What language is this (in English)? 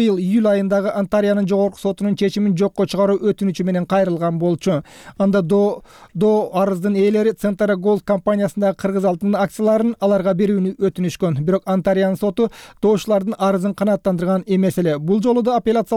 Kyrgyz